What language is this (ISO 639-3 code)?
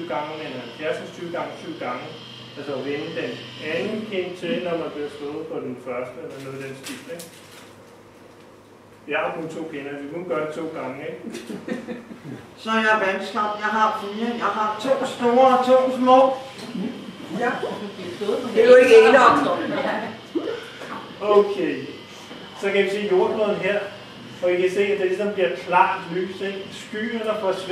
dan